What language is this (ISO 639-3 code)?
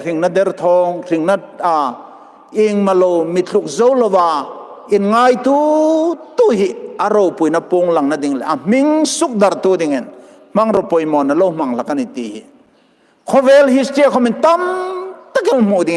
hmr